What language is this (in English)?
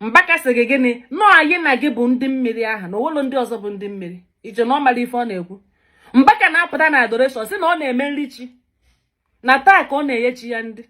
Igbo